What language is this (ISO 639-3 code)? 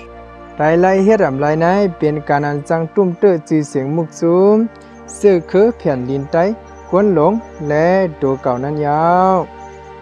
shn